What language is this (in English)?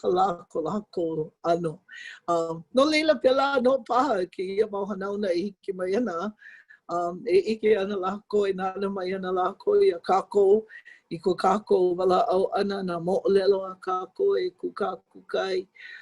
Hawaiian